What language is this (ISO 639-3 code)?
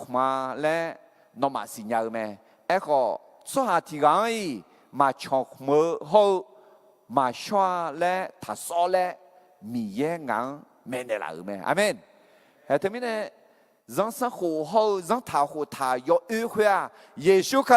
ahk